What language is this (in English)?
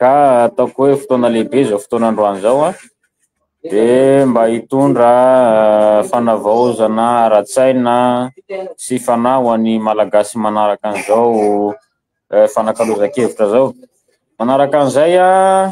Malagasy